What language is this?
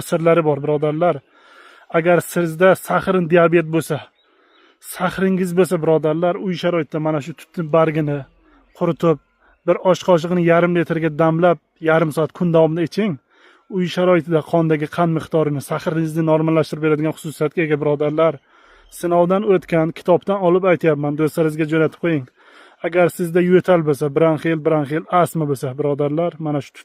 Uzbek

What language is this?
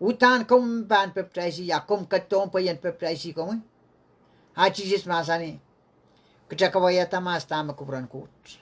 Pohnpeian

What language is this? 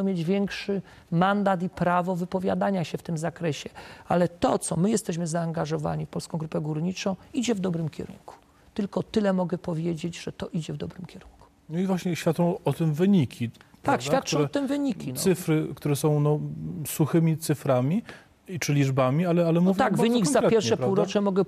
Polish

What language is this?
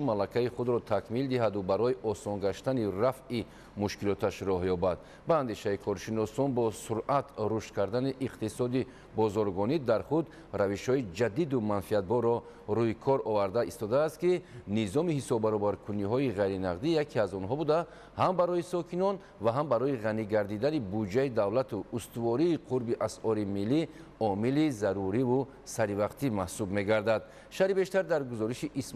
Tajik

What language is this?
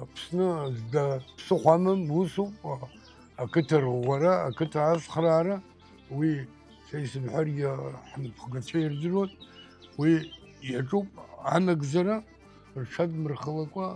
Abkhazian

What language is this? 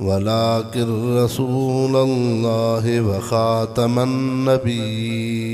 Sindhi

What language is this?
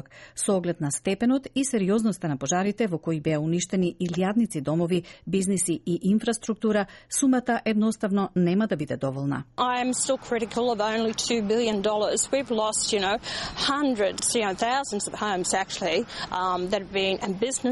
Macedonian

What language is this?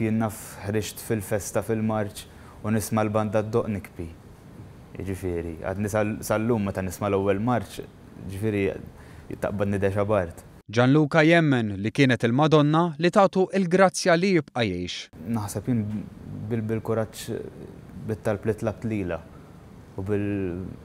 Maltese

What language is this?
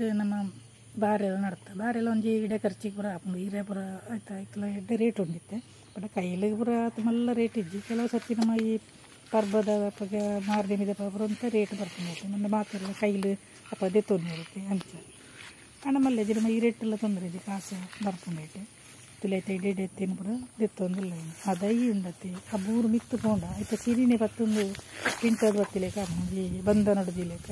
Tulu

